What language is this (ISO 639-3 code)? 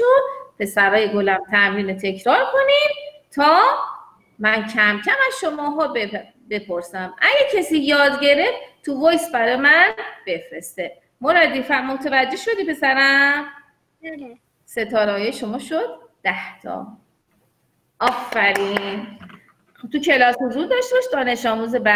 fas